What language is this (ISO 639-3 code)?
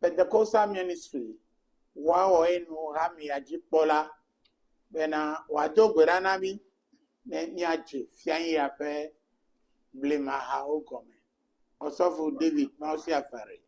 ewe